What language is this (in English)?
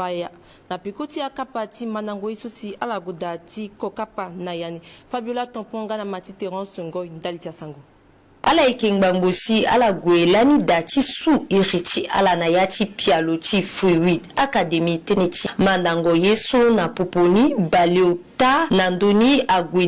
Sango